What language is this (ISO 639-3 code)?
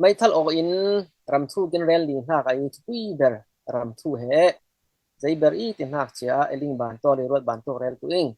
cfm